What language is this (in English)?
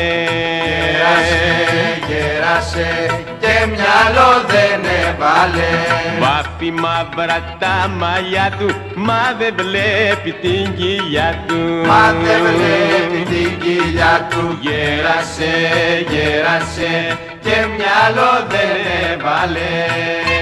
Greek